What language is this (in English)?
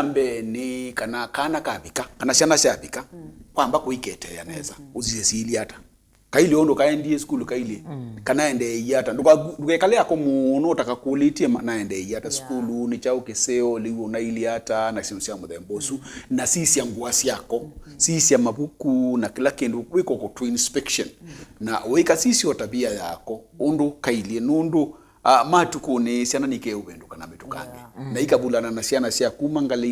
Kamba